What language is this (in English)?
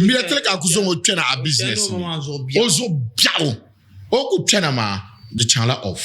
Dagbani